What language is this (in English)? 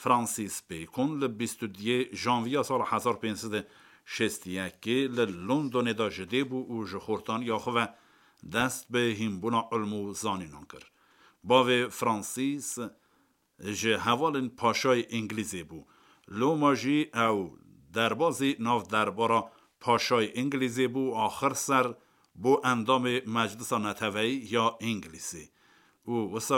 Kurdish